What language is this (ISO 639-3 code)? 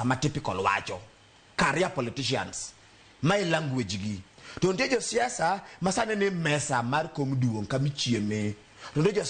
luo